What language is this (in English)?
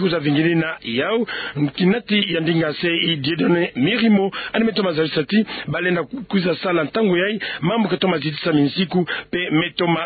Kituba (Democratic Republic of Congo)